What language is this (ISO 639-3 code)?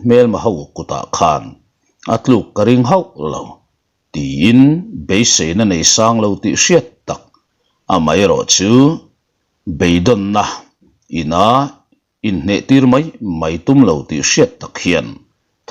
lus